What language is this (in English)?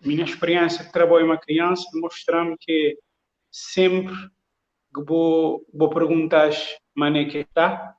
Kabuverdianu